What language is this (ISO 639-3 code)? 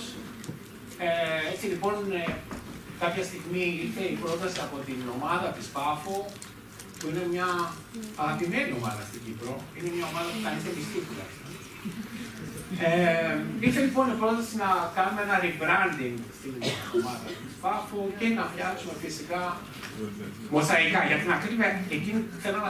ell